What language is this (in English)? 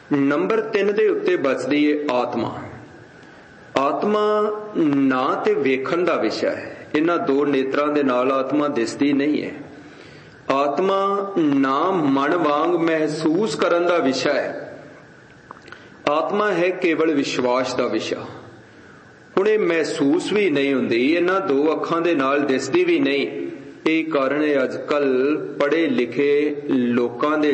Punjabi